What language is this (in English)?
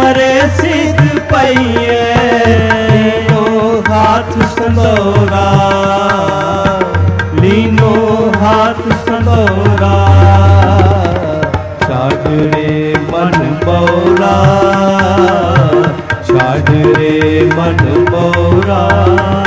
Hindi